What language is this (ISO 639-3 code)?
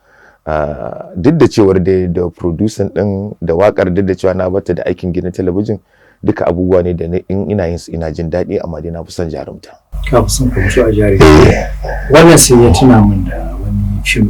hau